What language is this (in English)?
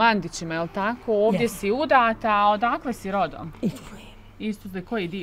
Bosnian